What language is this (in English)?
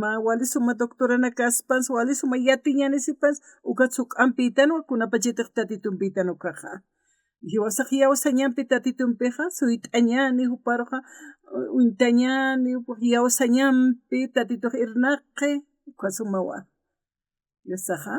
Aymara